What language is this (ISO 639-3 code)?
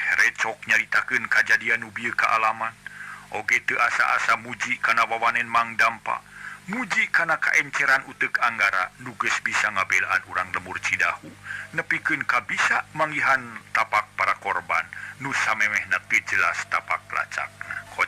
sun